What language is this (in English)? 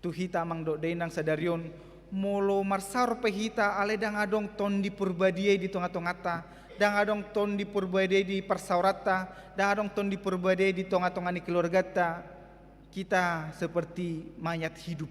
Batak Toba